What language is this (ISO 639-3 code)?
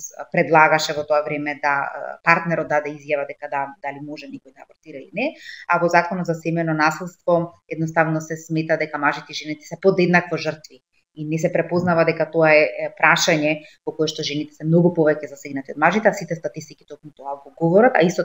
mkd